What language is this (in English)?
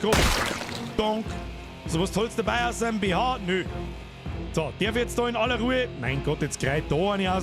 Bavarian